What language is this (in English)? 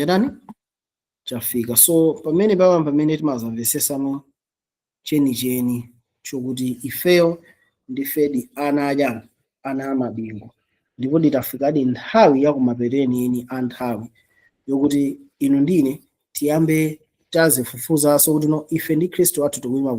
Nyanja